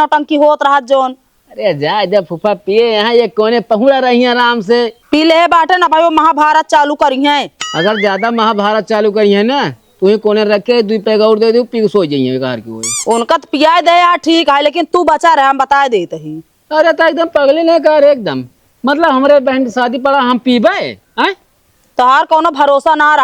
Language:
Awadhi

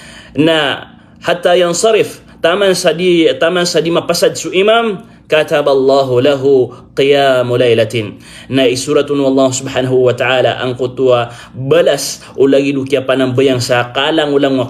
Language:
Maranao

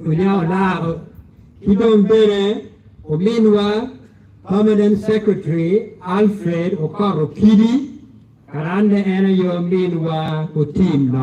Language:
Acoli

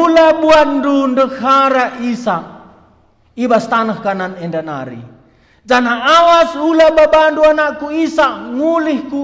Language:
Batak Karo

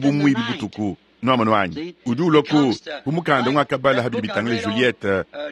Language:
Luba-Lulua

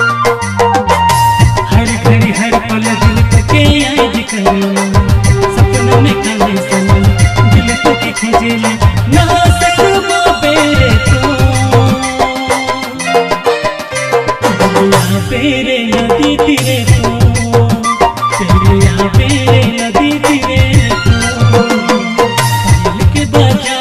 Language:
Bhojpuri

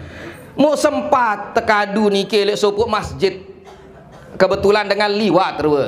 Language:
Sasak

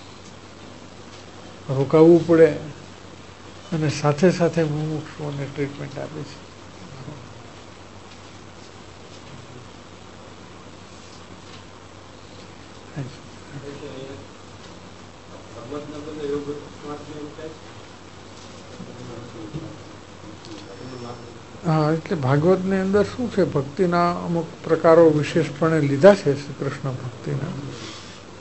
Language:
Gujarati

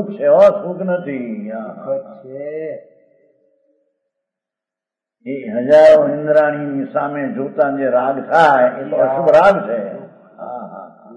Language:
Gujarati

